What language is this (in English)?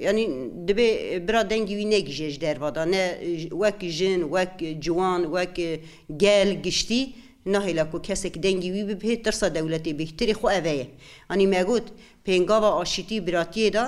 Kurdish